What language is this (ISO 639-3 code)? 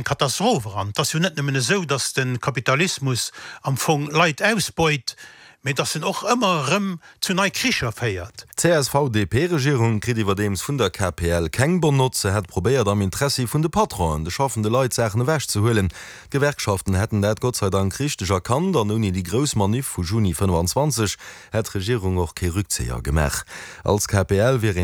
ltz